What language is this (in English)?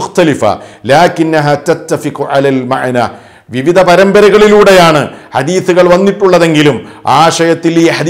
Malayalam